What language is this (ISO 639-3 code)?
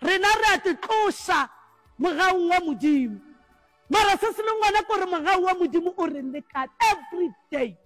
nso